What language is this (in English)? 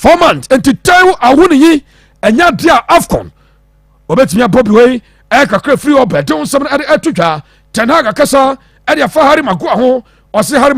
Akan